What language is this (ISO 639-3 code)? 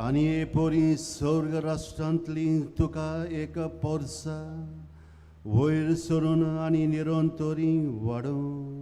kok